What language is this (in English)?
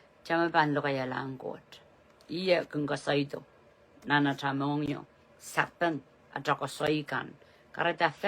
Pohnpeian